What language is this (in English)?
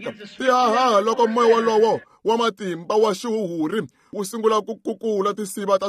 Tsonga